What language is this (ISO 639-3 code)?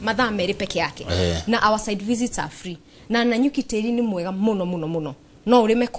kik